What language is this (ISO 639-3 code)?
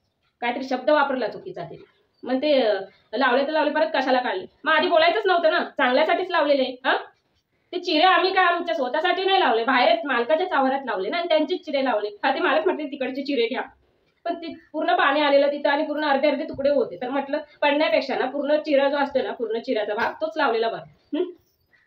mar